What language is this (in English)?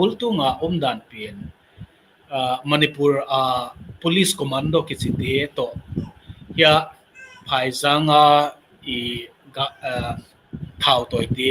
Tedim Chin